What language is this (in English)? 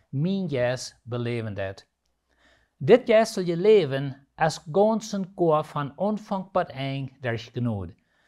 Plautdietsch